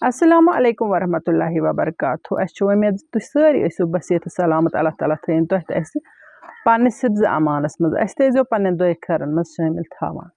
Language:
Kashmiri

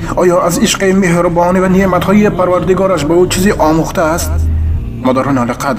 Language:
Tajik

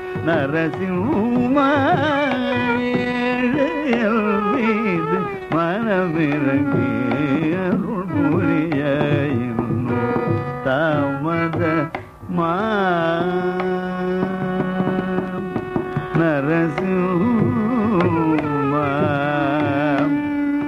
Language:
Tamil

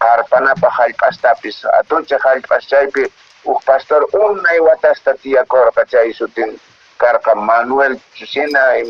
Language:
Quechua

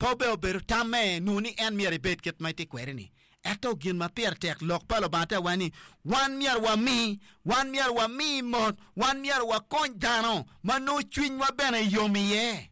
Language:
Acoli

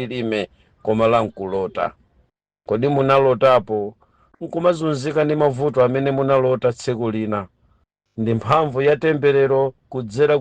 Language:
Nyanja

